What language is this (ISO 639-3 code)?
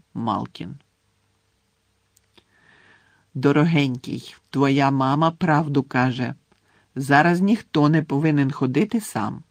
ukr